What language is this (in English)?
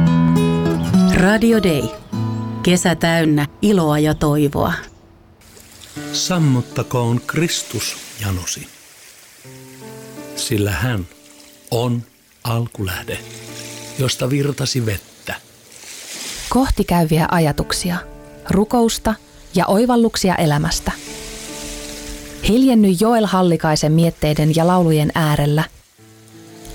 Finnish